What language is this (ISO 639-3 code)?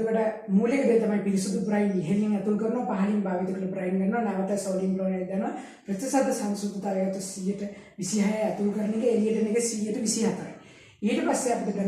sin